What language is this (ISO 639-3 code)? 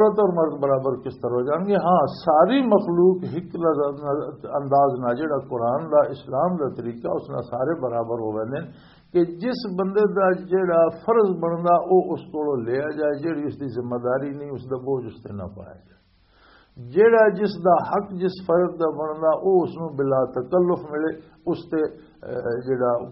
lah